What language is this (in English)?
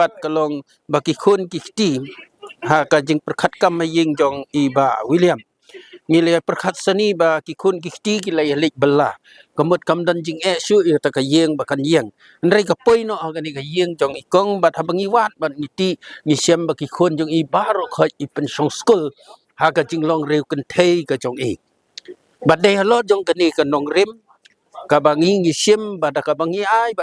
Khasi